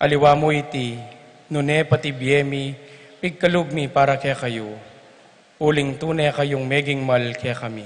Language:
Pampanga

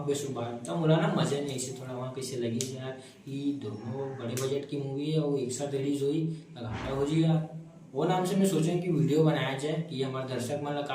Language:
Chhattisgarhi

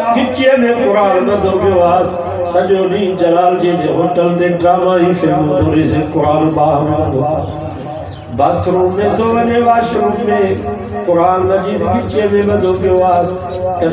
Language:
Sindhi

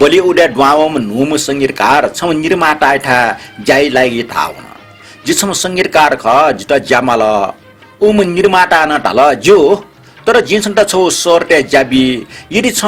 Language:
Newari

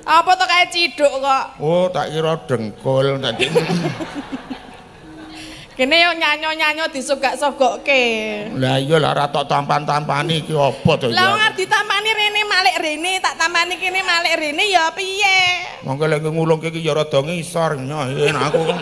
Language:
Javanese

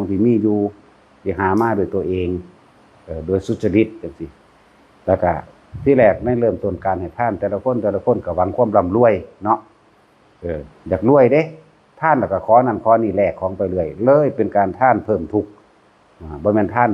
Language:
Northeastern Thai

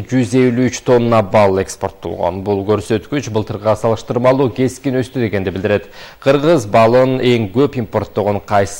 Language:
Kyrgyz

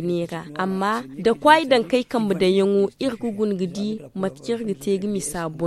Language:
Zarma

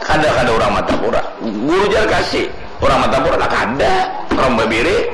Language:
Banjar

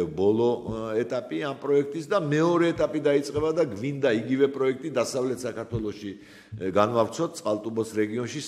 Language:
Georgian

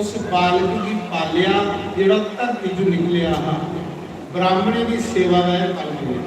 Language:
Dogri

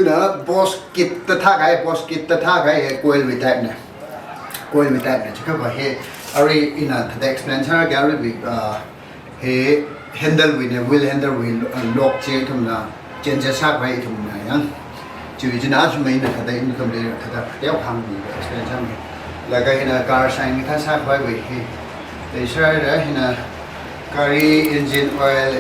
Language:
Tangkhul Naga (India)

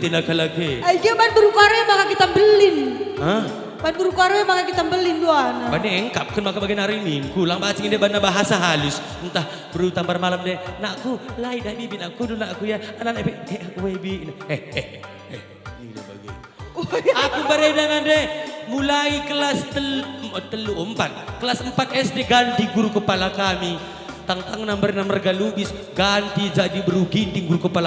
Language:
Batak Karo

